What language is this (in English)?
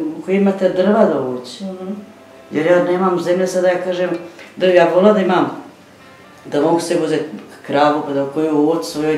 Bosnian